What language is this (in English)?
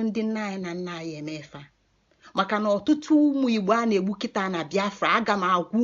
Igbo